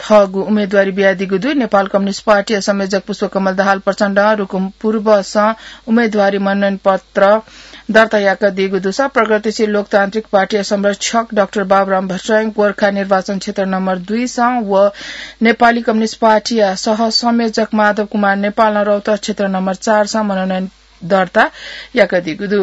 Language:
Newari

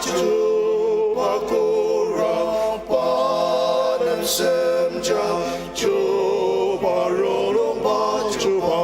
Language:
Ao Naga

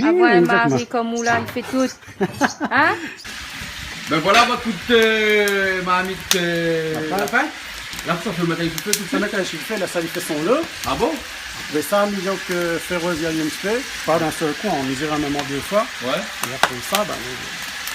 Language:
Réunion Creole French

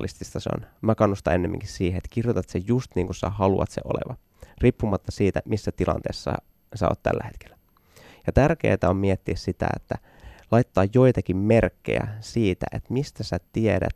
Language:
Finnish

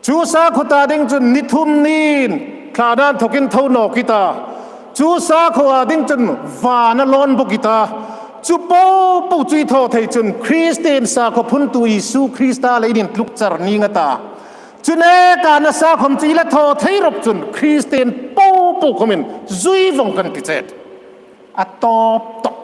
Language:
Hmar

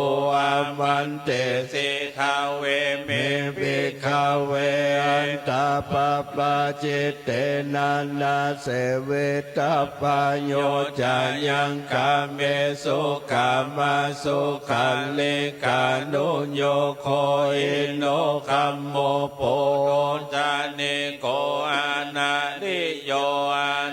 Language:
Pali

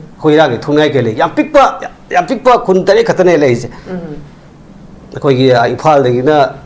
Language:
Manipuri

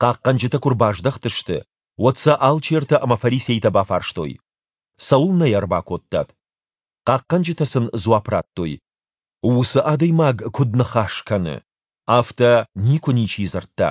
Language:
Ossetic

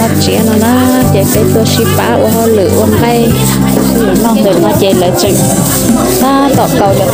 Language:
Hmong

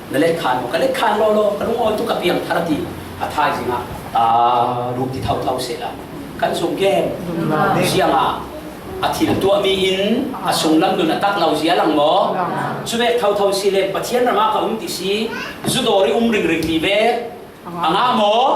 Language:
Falam Chin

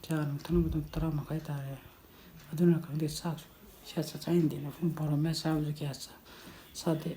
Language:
Manipuri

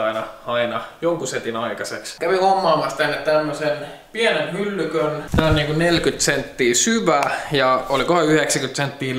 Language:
Finnish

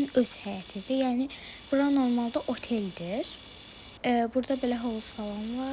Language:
Azerbaijani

